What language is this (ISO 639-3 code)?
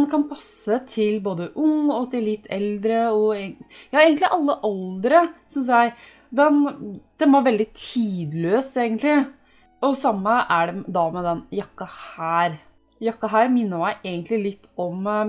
nor